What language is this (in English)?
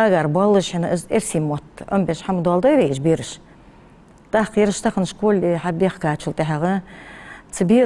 Ingush